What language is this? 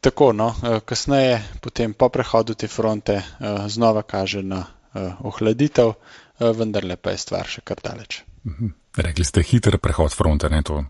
Slovenian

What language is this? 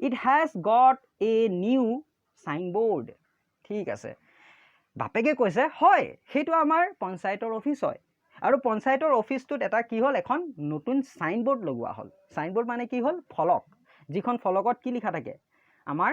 Assamese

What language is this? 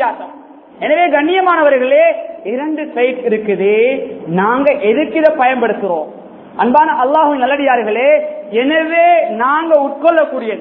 Tamil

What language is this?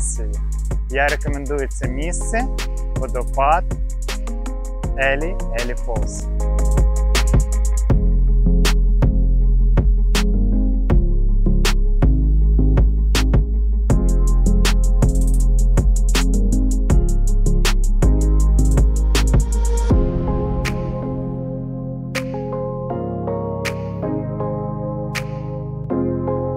Ukrainian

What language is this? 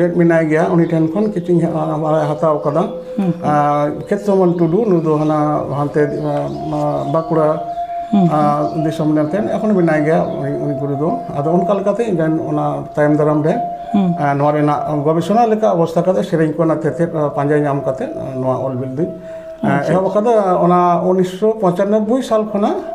Santali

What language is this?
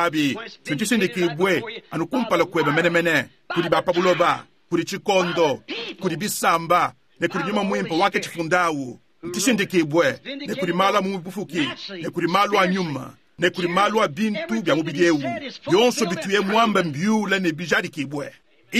Luba-Lulua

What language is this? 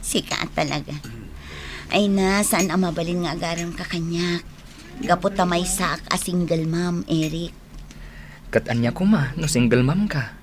Iloko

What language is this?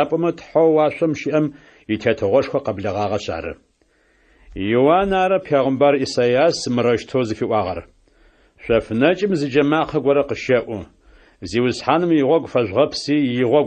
Adyghe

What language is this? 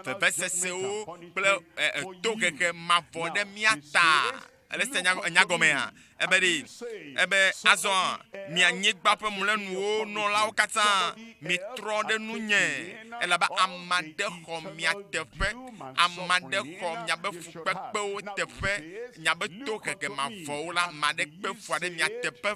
Ewe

